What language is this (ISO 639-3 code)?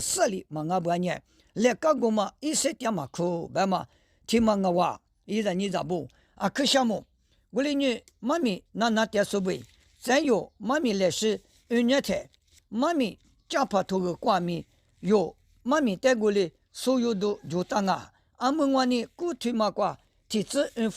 lis